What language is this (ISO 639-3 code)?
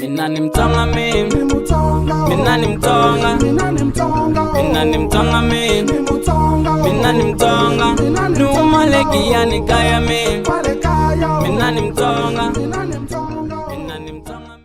tso